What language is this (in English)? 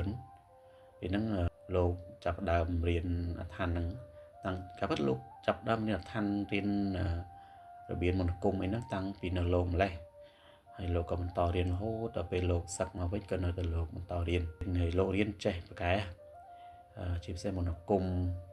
Khmer